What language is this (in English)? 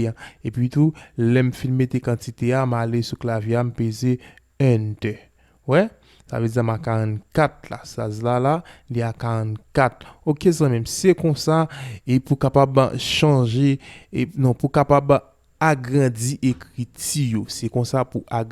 Haitian Creole